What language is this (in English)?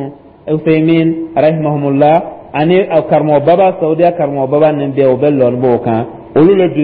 Dyula